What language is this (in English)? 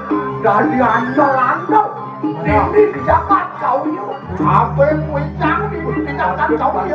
Balinese